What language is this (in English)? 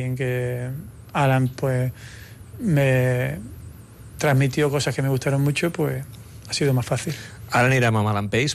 Catalan